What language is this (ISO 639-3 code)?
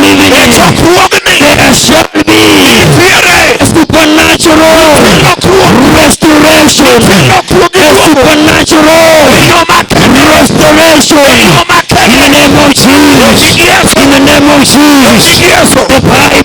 luo